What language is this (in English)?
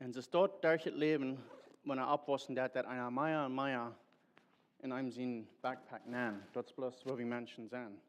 Plautdietsch